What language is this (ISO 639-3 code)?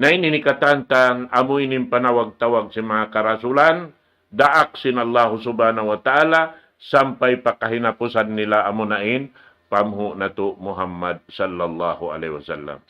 tsg